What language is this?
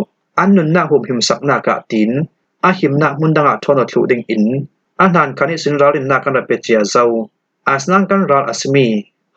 Falam Chin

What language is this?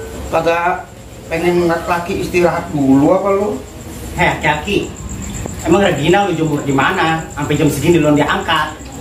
Betawi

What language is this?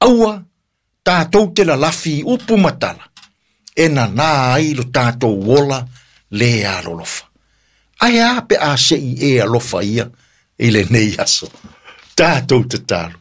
Samoan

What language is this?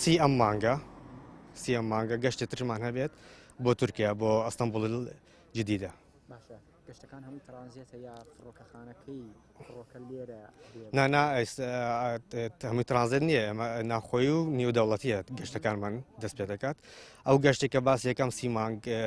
Central Kurdish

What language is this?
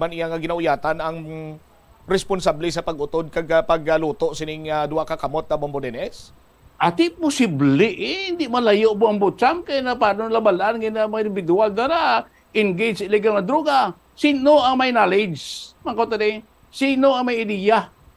Hiligaynon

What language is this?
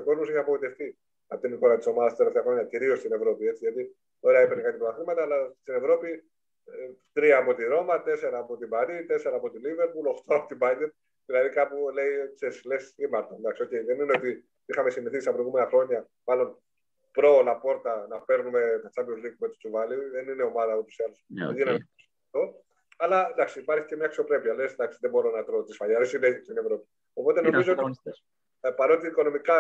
Greek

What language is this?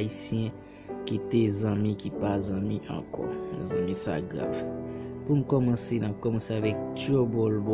Haitian Creole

